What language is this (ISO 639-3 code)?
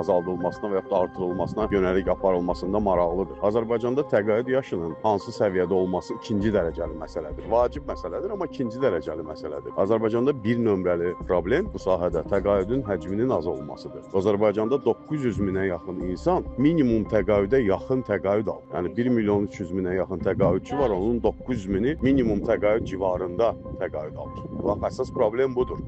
aze